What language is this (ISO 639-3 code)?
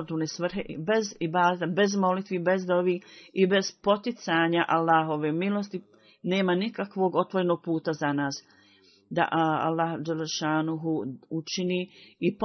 bos